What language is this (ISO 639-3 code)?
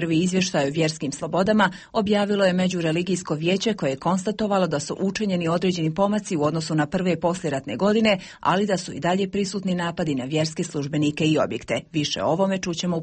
hrv